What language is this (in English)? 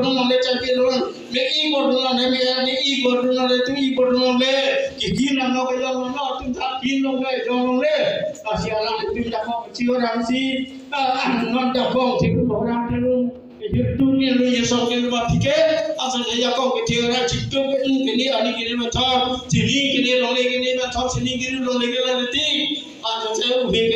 Karbi